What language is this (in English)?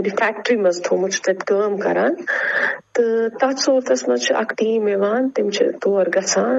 Kashmiri